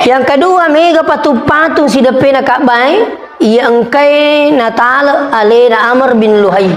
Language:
Buginese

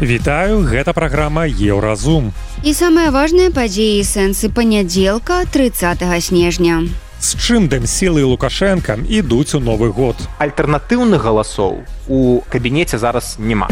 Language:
Belarusian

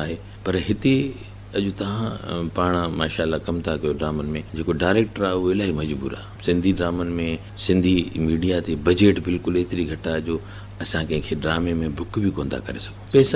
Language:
Sindhi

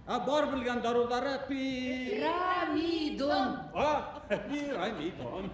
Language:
Bashkir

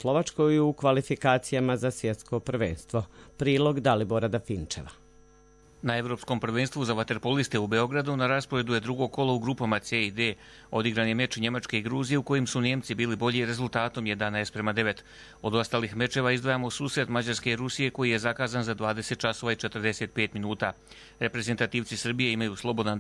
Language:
Croatian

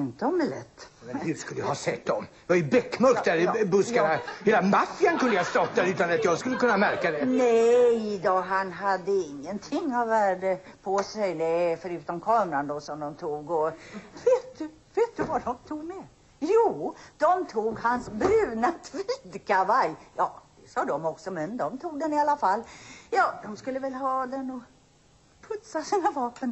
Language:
Swedish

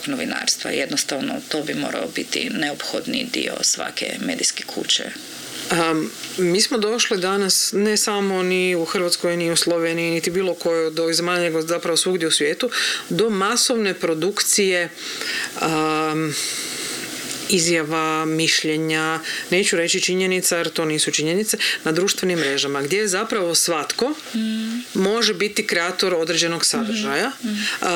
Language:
Croatian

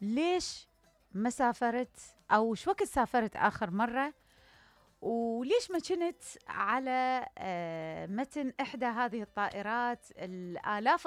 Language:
Mesopotamian Arabic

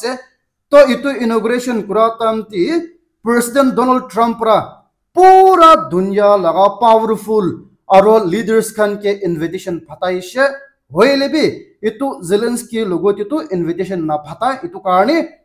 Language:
Naga Pidgin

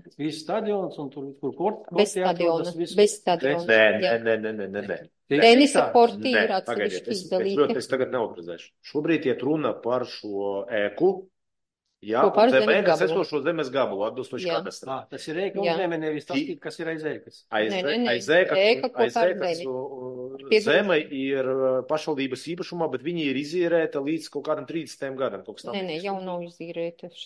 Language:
Latvian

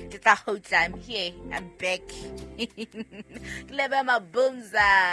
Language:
Southern Sotho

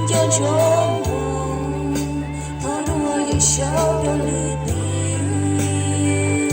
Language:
Hmong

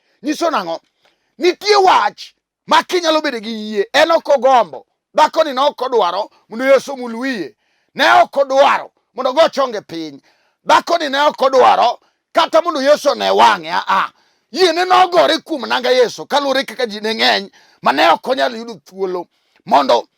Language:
Luo (Kenya and Tanzania)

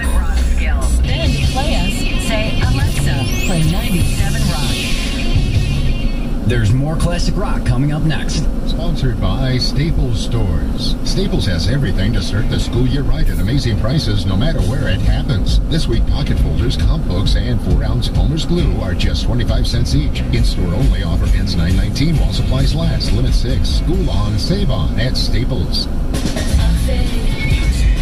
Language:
English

